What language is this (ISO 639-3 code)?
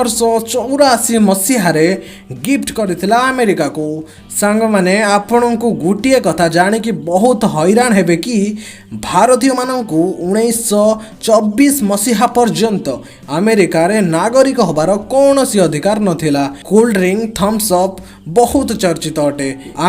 ori